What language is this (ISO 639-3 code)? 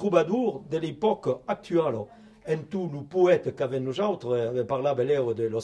oci